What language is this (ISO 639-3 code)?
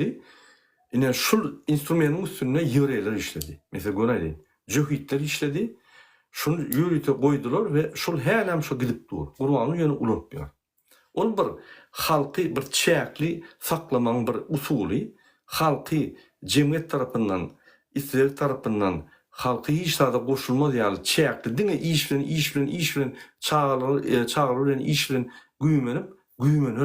tuk